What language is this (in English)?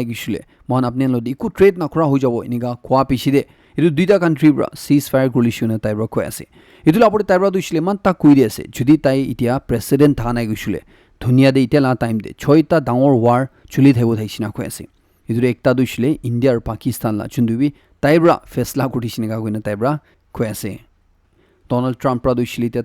Naga Pidgin